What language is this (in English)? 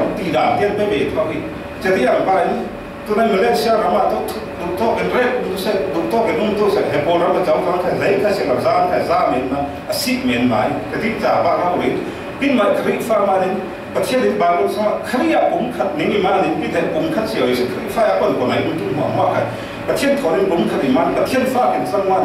Falam Chin